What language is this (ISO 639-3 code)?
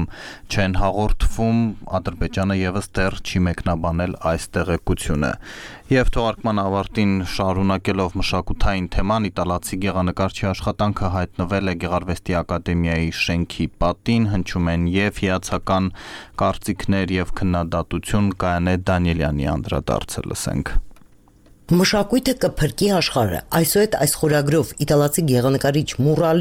hye